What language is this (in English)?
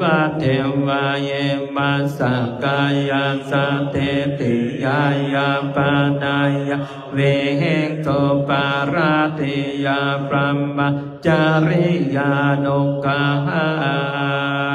Pali